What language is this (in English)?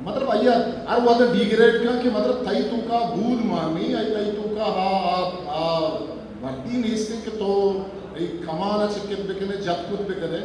Eastern Balochi